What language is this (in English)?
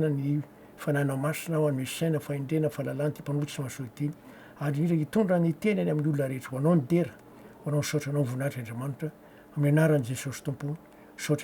Malagasy